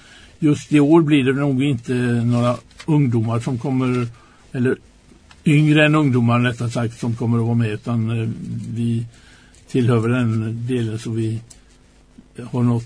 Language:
Swedish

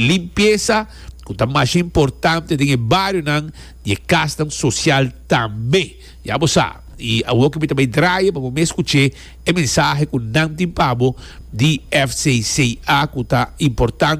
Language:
Papiamento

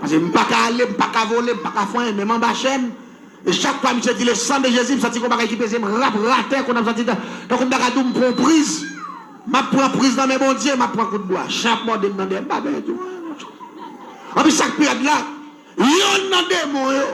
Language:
Haitian Creole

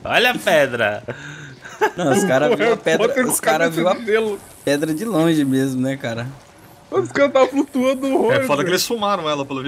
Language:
Portuguese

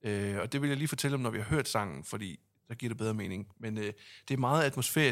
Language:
Danish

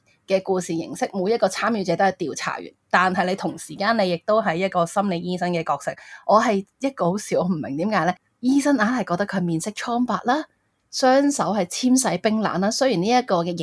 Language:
Cantonese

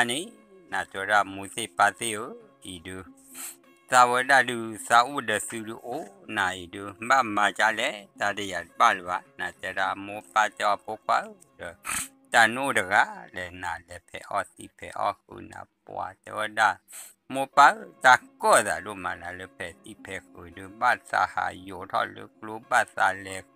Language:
S'gaw Karen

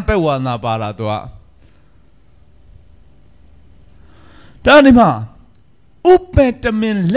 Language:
Burmese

